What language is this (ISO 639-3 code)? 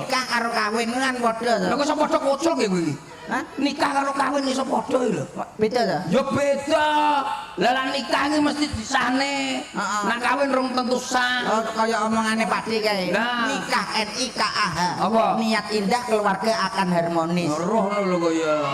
jav